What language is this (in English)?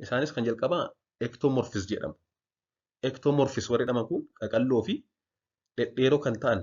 Oromo